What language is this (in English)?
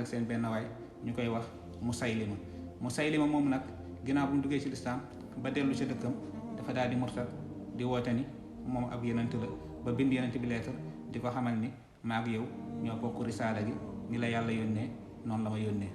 Wolof